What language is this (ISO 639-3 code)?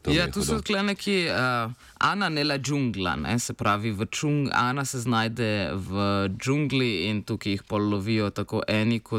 slv